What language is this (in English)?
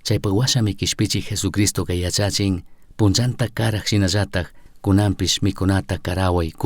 Chimborazo Highland Quichua